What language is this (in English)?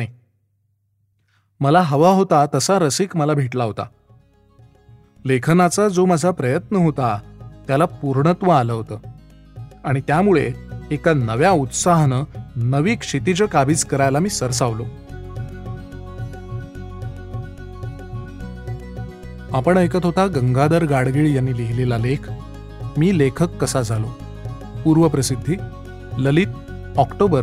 Marathi